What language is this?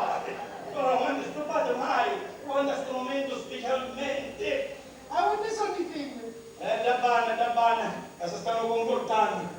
Sicilian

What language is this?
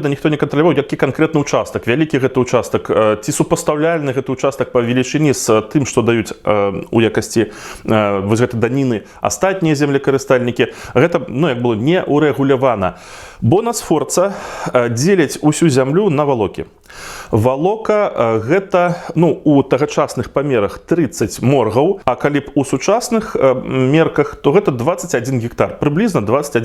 Belarusian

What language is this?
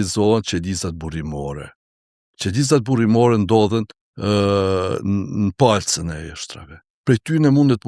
Albanian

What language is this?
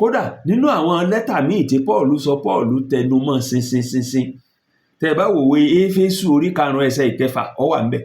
Yoruba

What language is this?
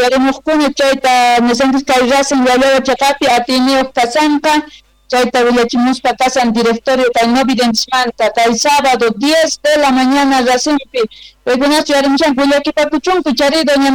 South Bolivian Quechua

